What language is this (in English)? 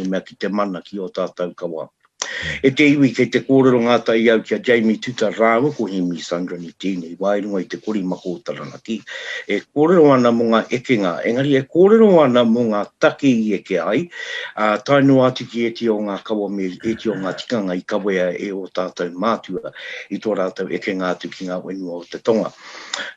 Māori